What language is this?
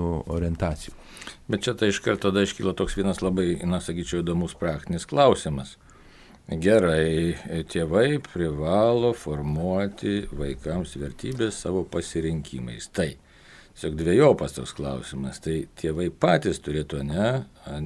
Lithuanian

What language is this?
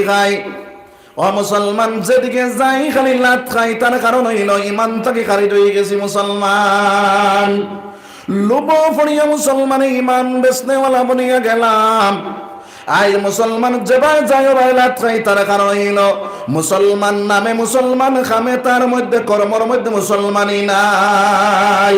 Sylheti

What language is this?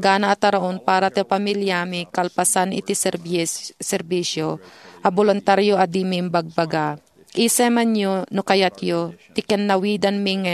Iloko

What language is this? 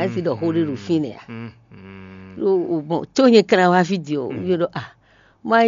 Fon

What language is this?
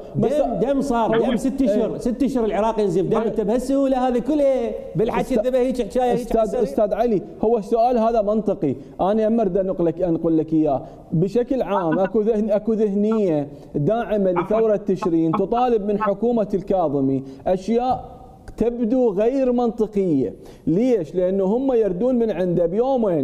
Mesopotamian Arabic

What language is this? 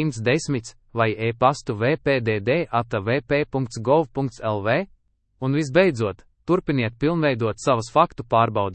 Latvian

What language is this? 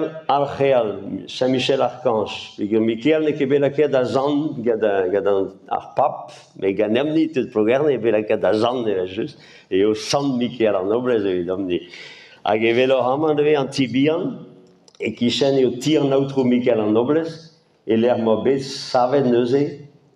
Breton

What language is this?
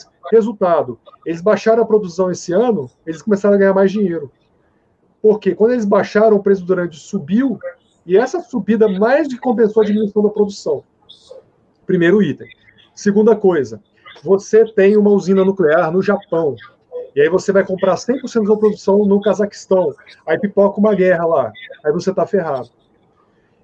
Portuguese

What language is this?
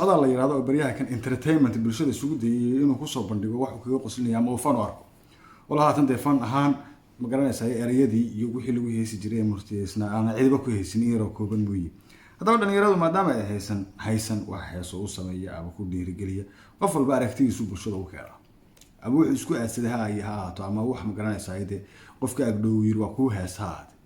Somali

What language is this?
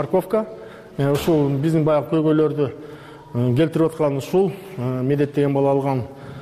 Kyrgyz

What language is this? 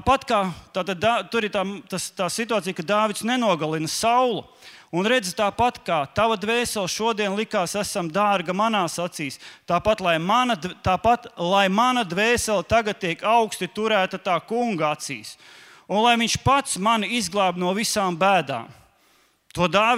Latvian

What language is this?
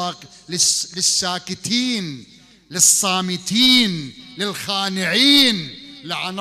Mesopotamian Arabic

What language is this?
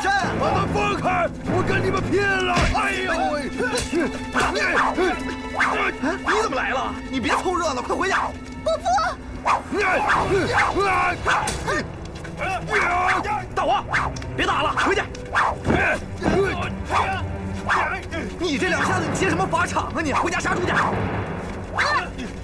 Chinese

